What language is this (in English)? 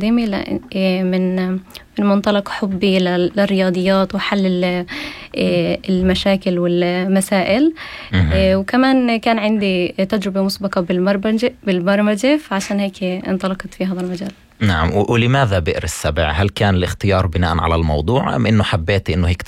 North Levantine Arabic